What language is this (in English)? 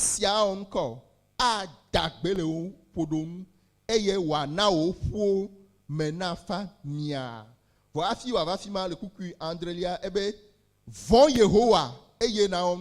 Ewe